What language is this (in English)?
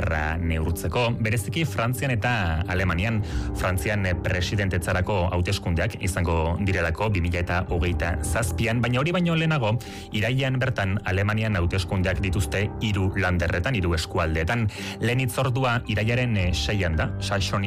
Basque